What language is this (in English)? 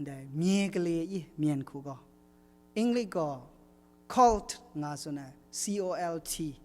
Kachin